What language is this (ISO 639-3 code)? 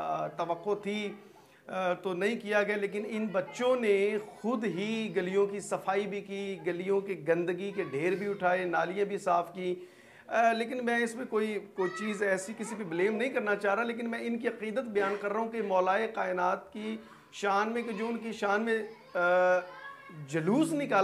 urd